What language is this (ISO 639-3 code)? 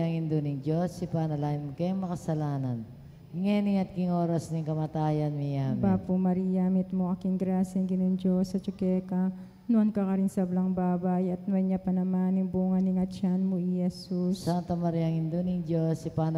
pam